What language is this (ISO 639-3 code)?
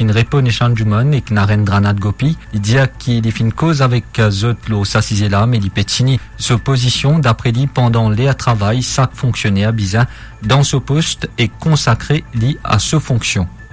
mfe